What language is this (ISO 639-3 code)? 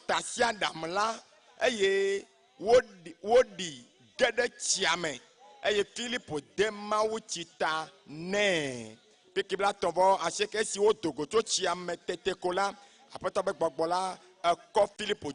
ewe